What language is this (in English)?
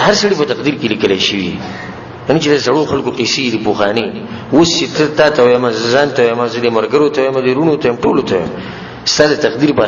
Pashto